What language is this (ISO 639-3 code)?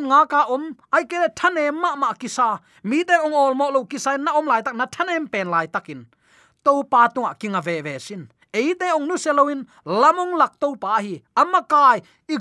ctd